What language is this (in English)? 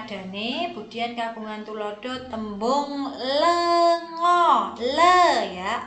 Javanese